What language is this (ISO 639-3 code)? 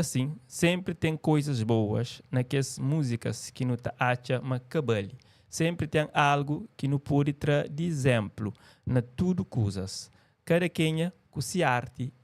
kea